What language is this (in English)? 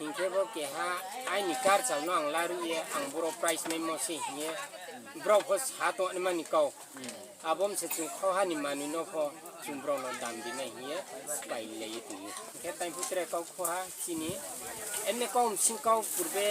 Riang (India)